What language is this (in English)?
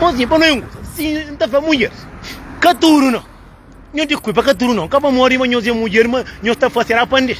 Kabuverdianu